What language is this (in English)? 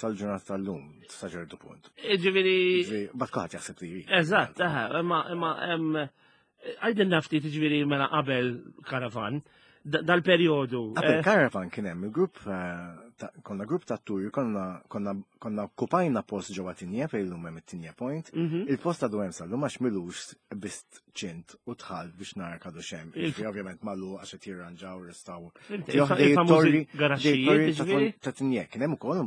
Maltese